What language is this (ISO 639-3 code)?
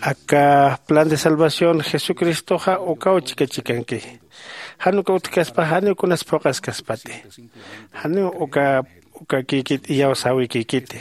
aym